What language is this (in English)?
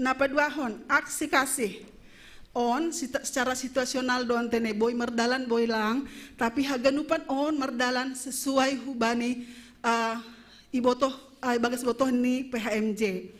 Batak Simalungun